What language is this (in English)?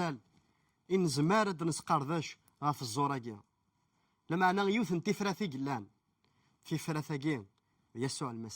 Kabyle